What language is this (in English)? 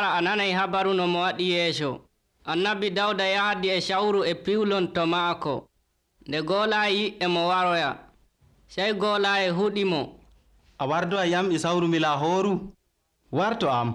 Nigerian Fulfulde